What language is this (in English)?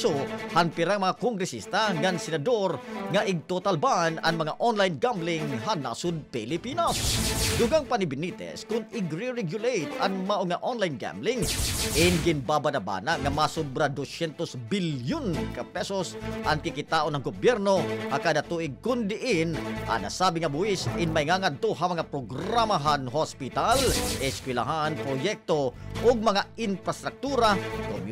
Waray